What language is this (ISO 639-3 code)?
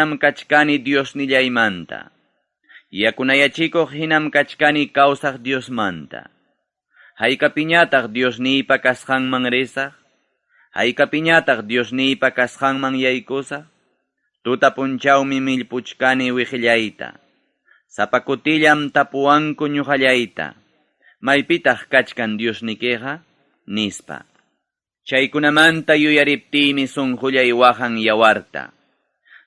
quy